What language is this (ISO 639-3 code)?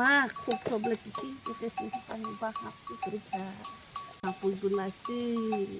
trp